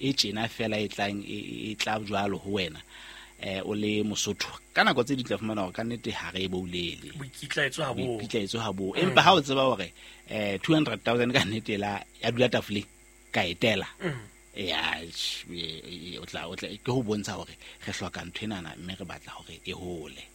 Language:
Southern Sotho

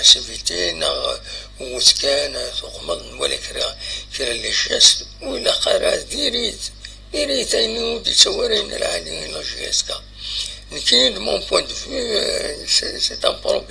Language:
Kabyle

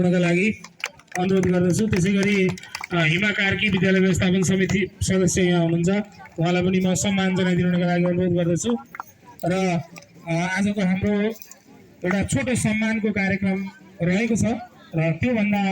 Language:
Nepali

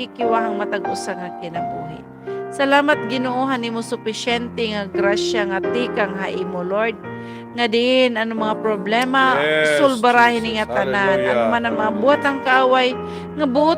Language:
Waray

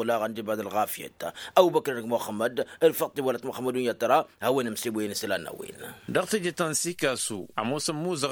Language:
Tamasheq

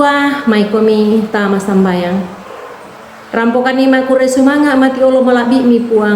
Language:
Toraja-Sa'dan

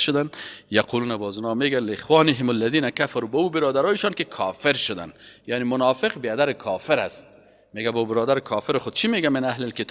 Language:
Persian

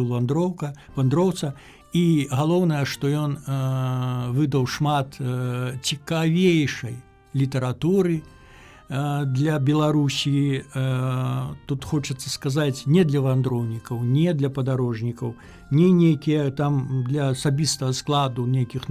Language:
Belarusian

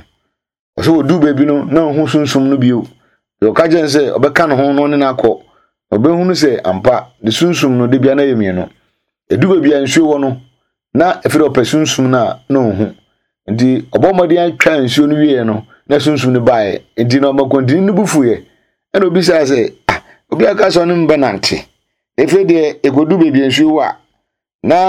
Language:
Akan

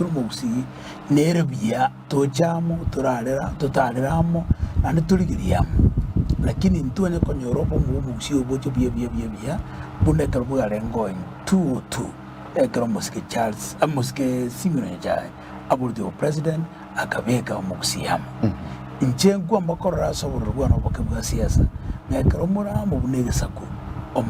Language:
Gusii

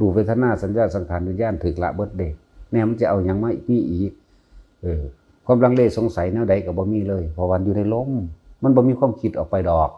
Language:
Northeastern Thai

